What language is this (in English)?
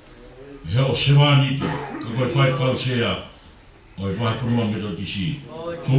Tongan